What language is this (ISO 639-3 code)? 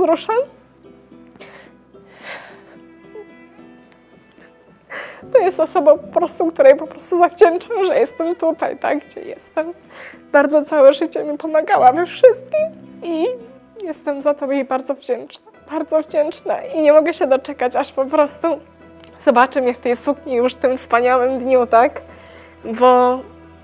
pol